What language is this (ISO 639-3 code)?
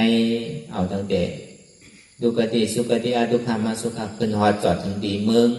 shn